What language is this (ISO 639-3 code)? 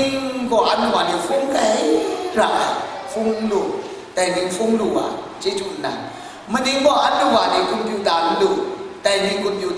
kac